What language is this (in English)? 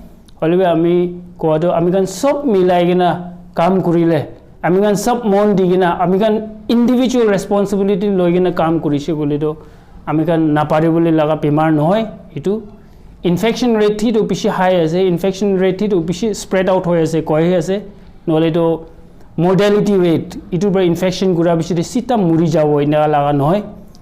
Naga Pidgin